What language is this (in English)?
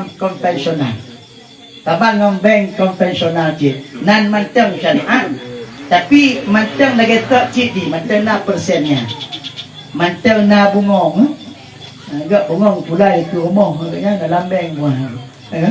Achinese